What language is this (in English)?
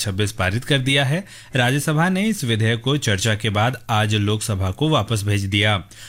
Hindi